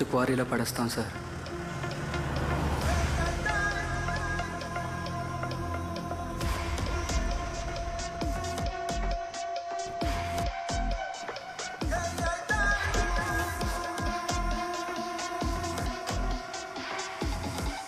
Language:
Telugu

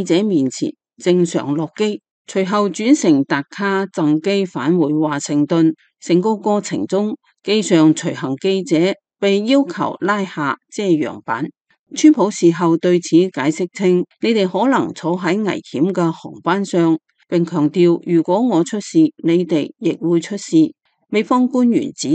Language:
Cantonese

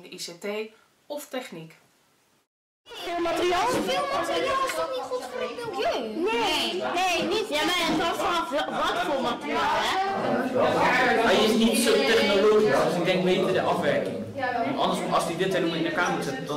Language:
Dutch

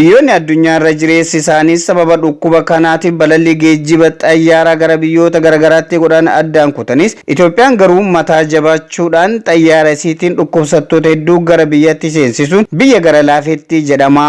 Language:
Oromo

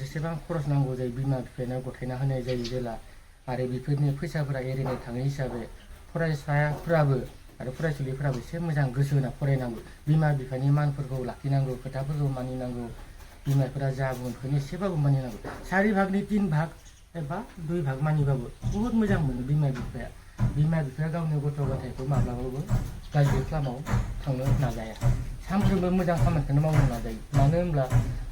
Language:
Bodo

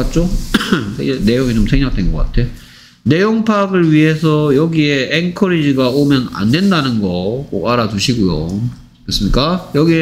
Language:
Korean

